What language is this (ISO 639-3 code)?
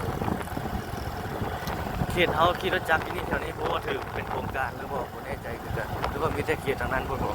lao